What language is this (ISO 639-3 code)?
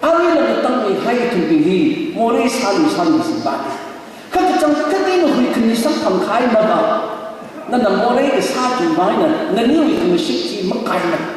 nmf